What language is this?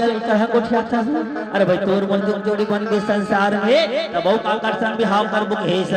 Chhattisgarhi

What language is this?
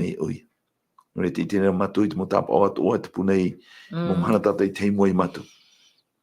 Tahitian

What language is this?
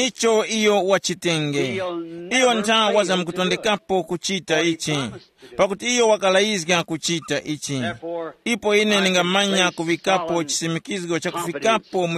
Tumbuka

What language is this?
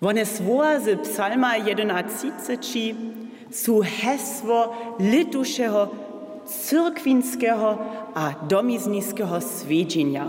Upper Sorbian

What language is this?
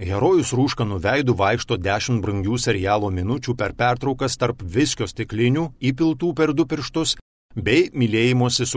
Lithuanian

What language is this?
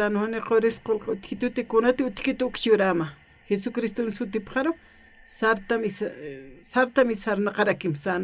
Aymara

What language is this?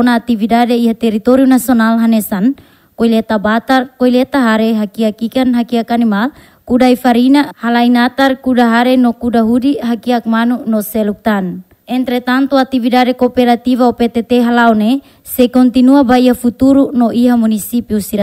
Tetum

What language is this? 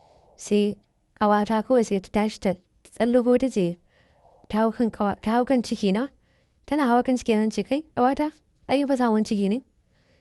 Hausa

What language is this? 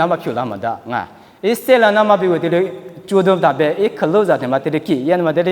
Lisu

